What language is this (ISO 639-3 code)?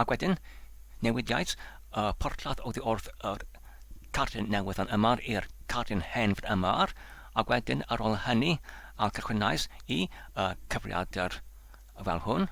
cym